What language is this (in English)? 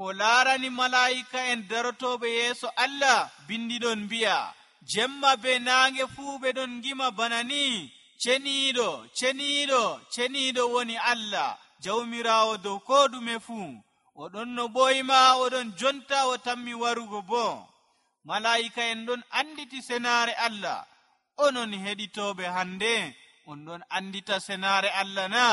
Nigerian Fulfulde